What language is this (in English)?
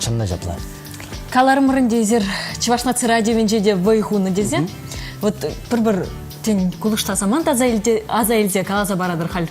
Chuvash